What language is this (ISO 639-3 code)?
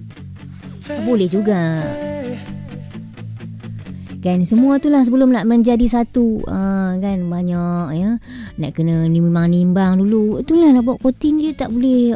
msa